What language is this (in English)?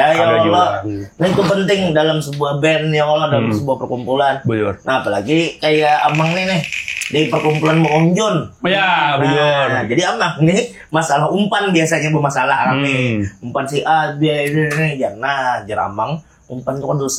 Banjar